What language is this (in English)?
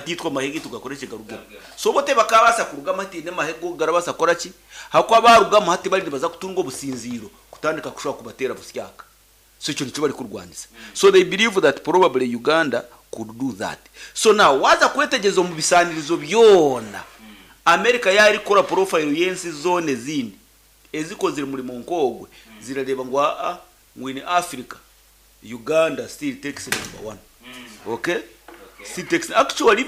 Nyankole